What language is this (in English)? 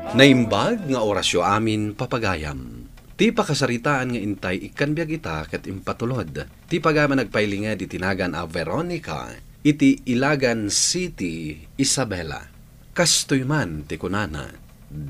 Iloko